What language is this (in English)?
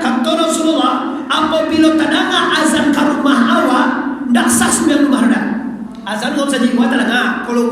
Minangkabau